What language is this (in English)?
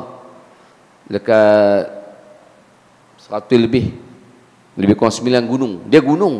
Malay